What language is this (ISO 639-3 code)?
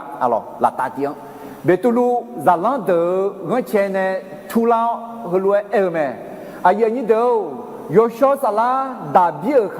ahk